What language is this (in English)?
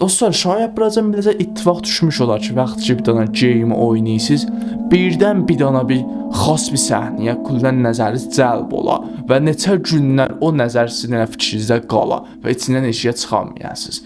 South Azerbaijani